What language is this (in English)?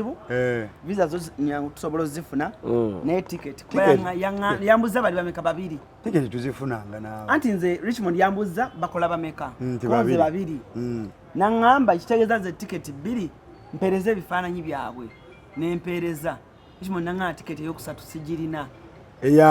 Ganda